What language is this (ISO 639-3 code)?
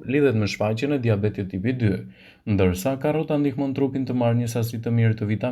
sqi